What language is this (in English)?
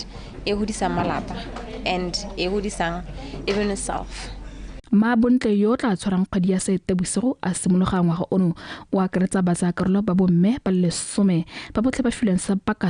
Tswana